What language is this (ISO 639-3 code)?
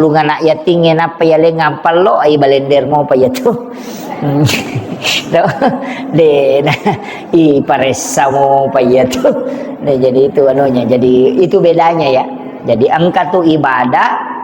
bug